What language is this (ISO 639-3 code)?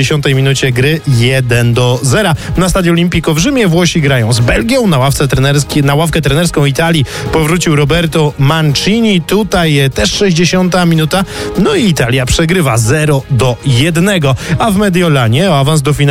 pol